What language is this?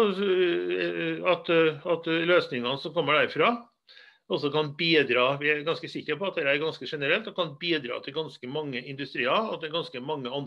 Norwegian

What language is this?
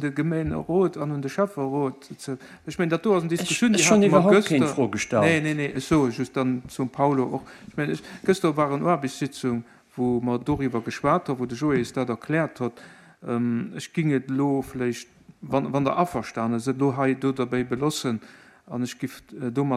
Luxembourgish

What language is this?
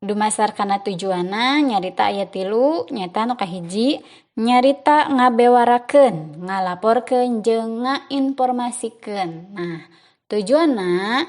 Sundanese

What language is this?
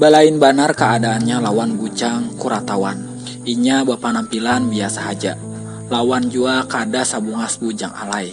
Banjar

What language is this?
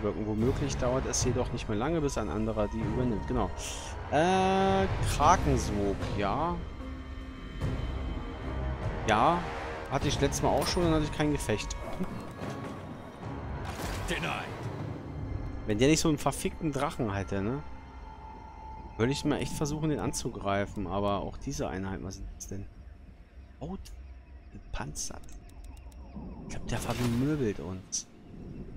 German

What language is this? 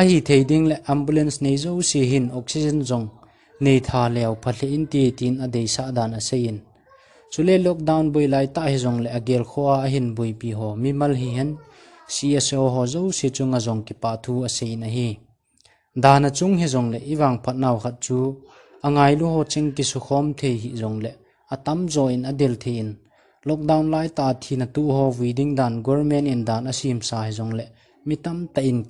Thado Chin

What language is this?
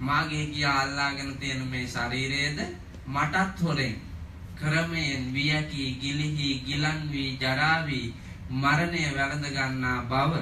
Sinhala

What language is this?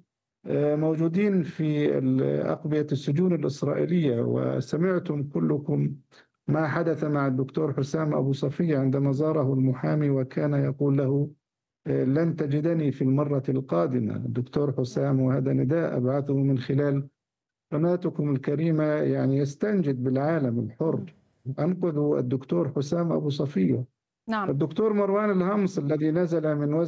Arabic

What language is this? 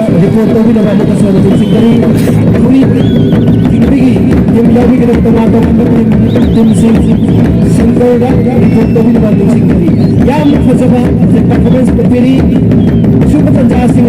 Manipuri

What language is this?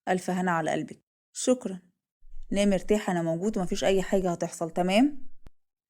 Egyptian Arabic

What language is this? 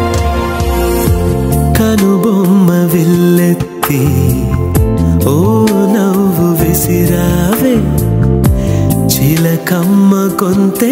Telugu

